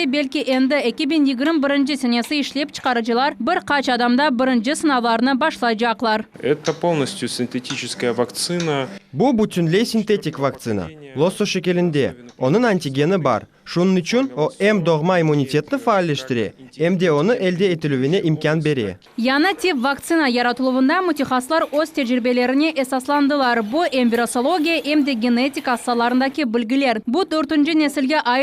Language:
Crimean Tatar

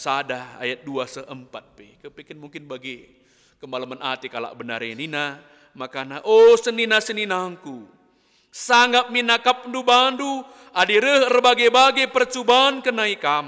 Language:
Batak Karo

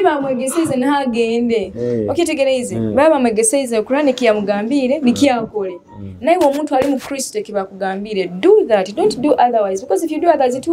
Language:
Nyoro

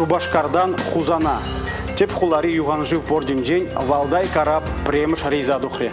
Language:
Chuvash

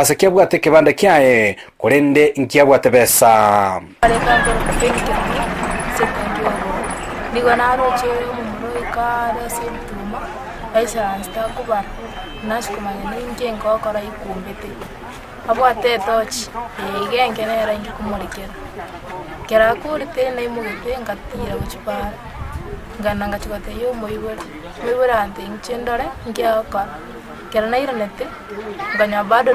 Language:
Gusii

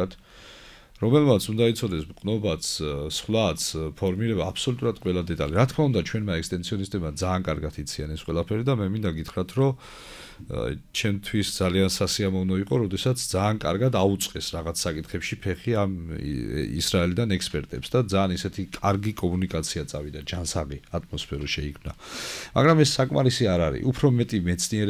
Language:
Georgian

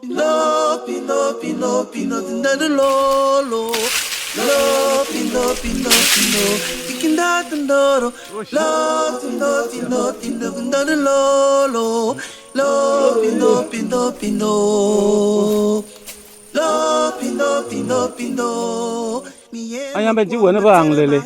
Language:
Basaa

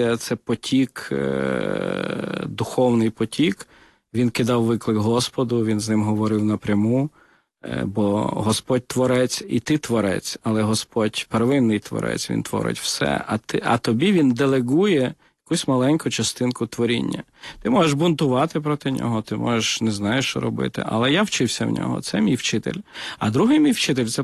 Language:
Ukrainian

